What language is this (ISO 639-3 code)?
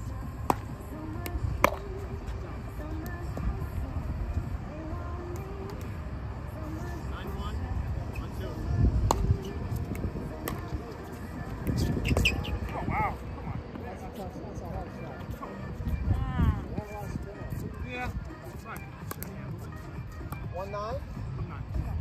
eng